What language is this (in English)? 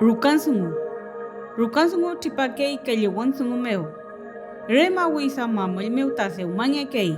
Mapuche